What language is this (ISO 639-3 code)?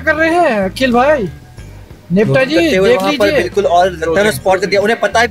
hin